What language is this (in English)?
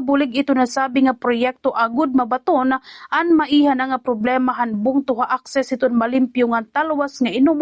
Waray